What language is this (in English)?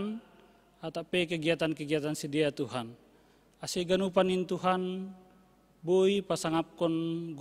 Batak Simalungun